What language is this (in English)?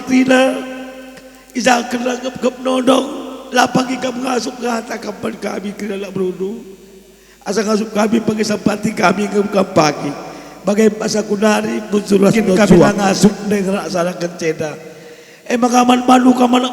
Batak Karo